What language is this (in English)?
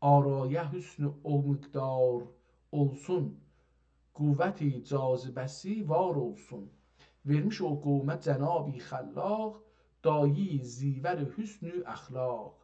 South Azerbaijani